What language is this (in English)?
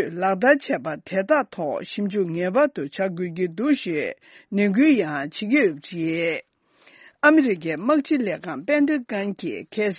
Tibetan